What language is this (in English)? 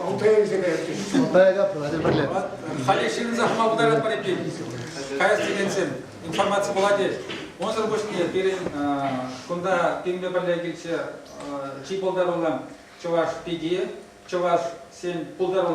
Chuvash